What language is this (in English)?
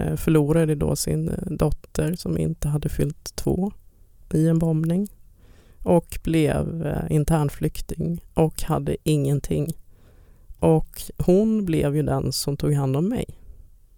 Swedish